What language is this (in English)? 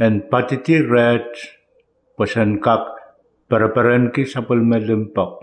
Pohnpeian